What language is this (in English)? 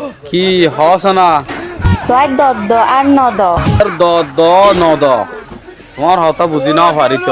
Rohingya